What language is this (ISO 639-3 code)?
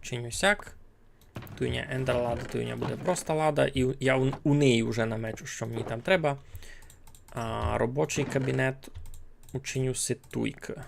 rue